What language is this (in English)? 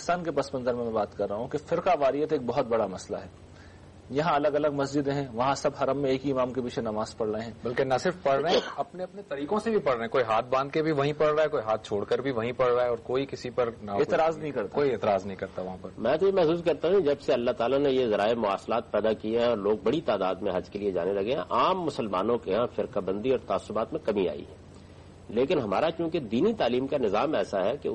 Urdu